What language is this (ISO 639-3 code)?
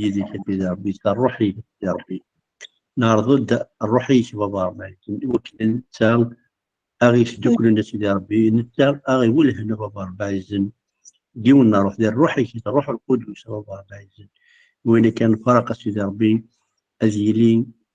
kab